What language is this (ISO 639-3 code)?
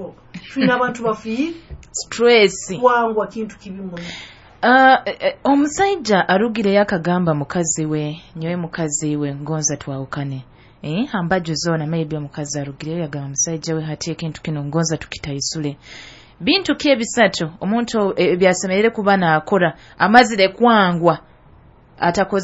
nyo